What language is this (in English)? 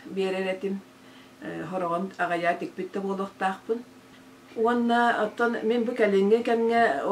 Yakut